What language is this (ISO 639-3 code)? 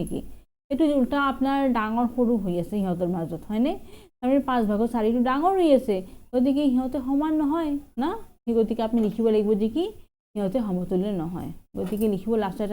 asm